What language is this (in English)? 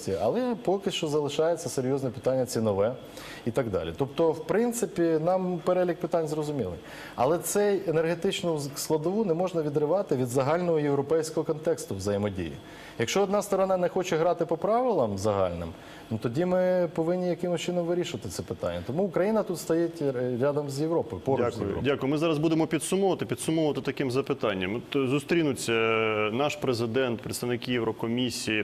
Ukrainian